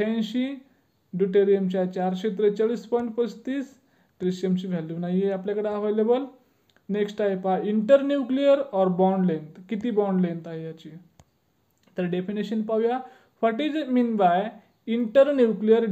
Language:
Marathi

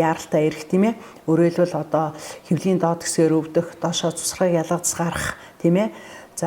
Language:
Mongolian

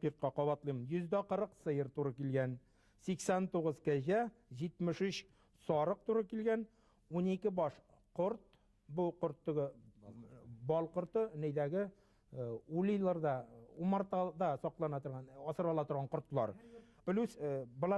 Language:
Bashkir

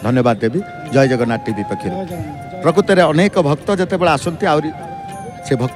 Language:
Odia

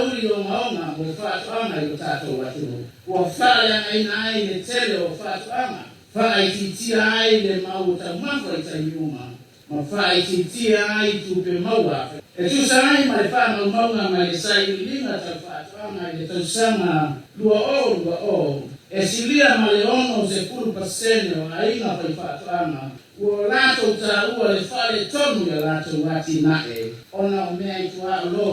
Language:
Samoan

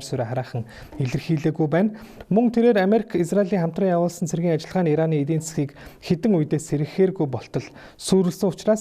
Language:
Mongolian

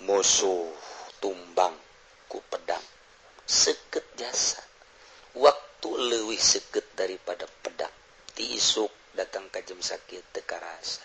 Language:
Sundanese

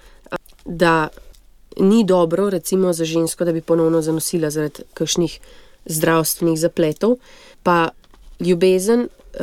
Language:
Slovenian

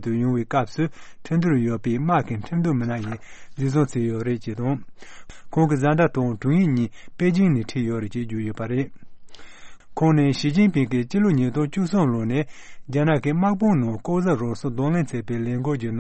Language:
Tibetan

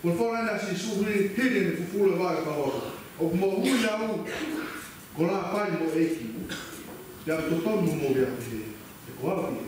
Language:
Tongan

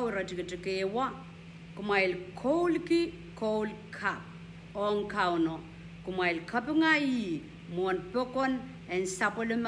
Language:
Pohnpeian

